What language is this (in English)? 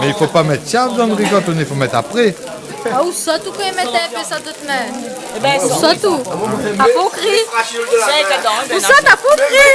Réunion Creole French